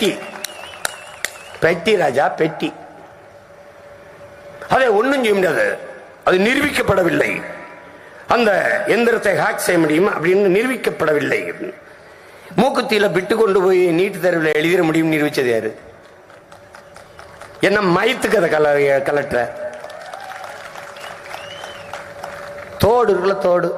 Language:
Tamil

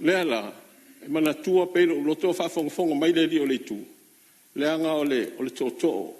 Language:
Samoan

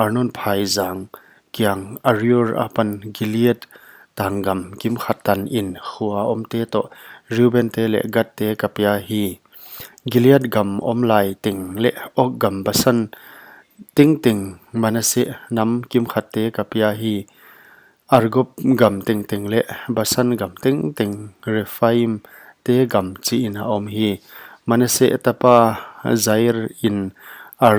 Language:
Paite Chin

